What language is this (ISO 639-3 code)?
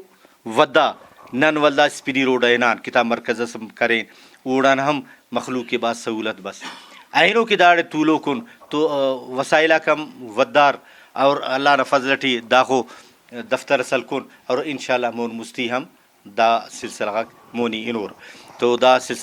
brh